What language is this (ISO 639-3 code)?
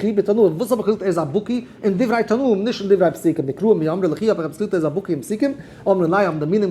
yid